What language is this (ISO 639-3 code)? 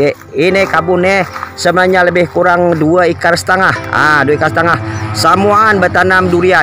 bjn